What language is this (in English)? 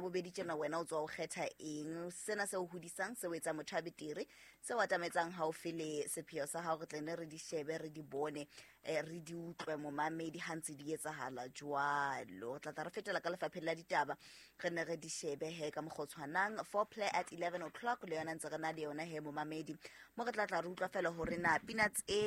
Southern Sotho